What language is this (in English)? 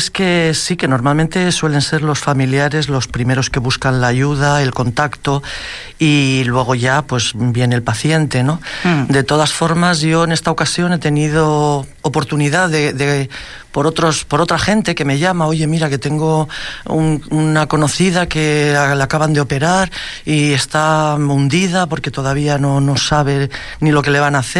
Spanish